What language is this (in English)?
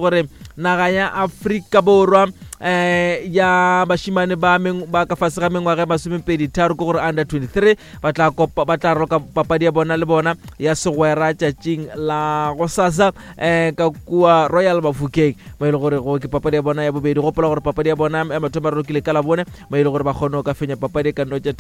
Northern Sotho